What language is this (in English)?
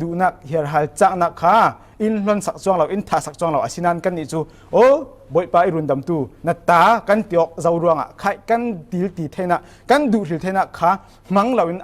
Falam Chin